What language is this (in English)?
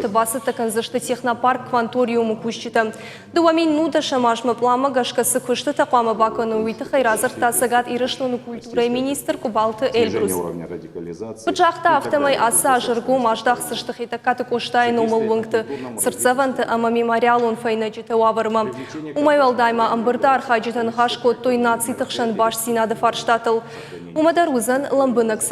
Ossetic